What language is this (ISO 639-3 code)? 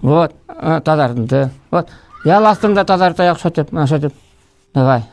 bak